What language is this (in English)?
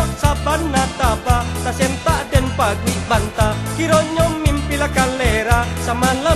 Minangkabau